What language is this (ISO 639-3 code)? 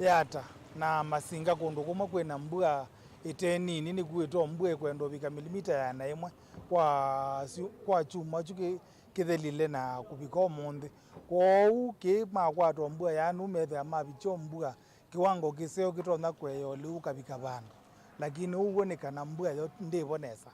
kam